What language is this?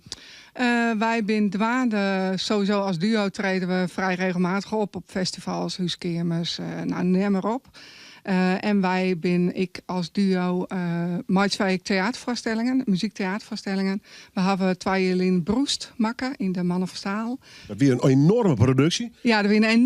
Western Frisian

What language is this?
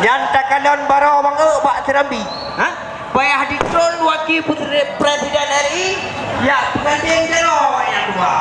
Achinese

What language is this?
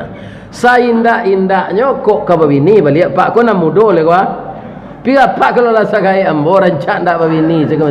Minangkabau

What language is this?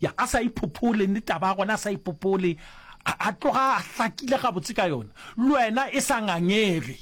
Northern Sotho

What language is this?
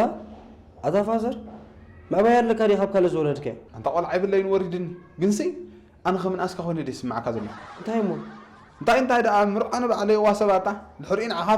Tigrinya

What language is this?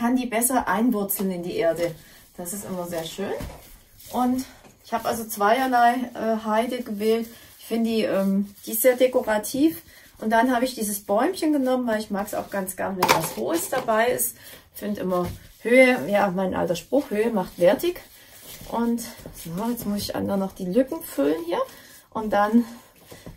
German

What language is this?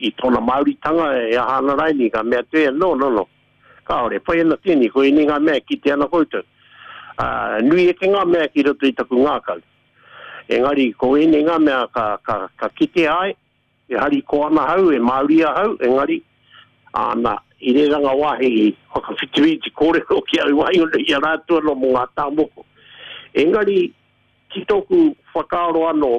Māori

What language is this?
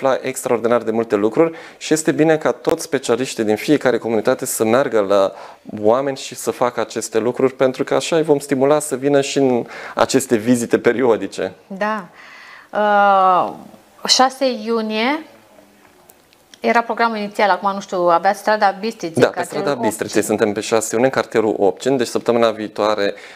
Romanian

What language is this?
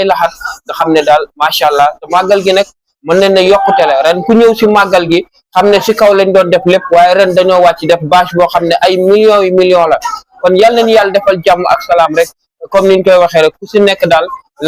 Wolof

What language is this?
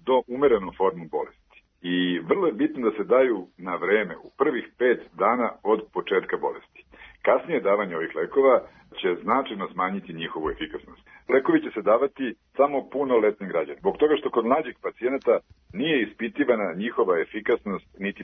Serbian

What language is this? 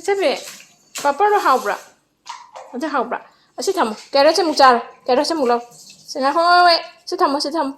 Manipuri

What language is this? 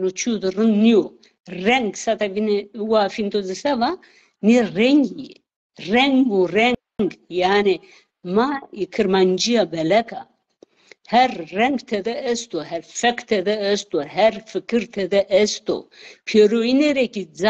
Zaza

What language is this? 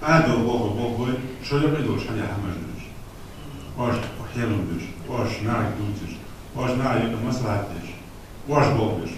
Ingush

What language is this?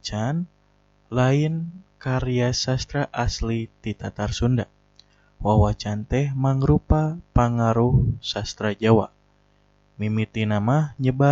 Sundanese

